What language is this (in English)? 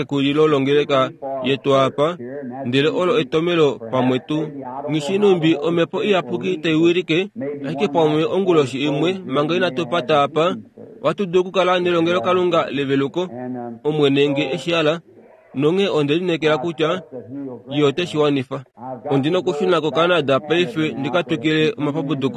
Kuanyama